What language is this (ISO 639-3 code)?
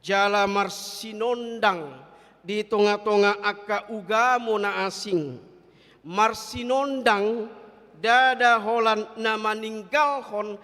bbc